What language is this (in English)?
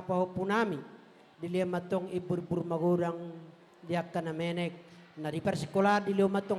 Batak Toba